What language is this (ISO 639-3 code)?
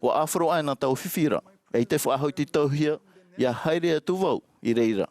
tah